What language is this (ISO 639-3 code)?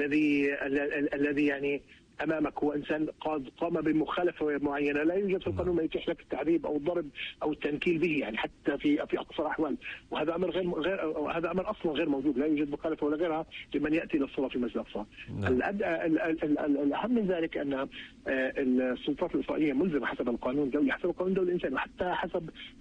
ara